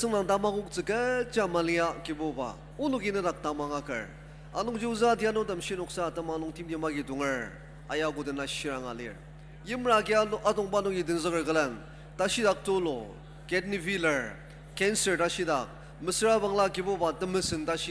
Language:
Ao Naga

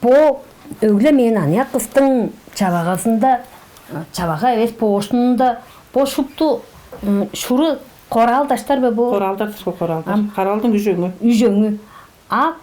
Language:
Tuvinian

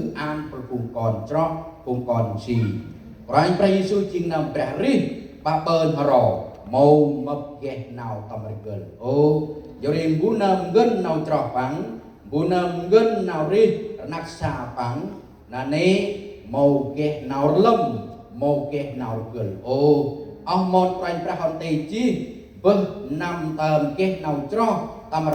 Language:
Central Mnong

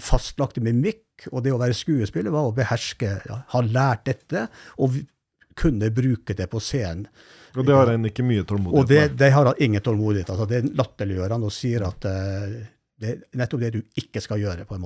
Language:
Norwegian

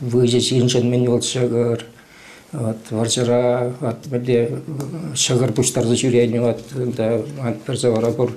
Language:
Chuvash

